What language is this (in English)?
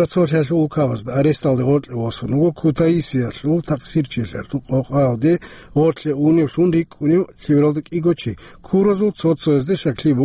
Avaric